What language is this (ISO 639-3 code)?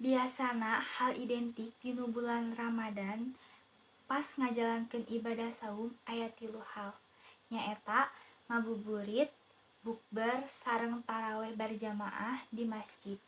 sun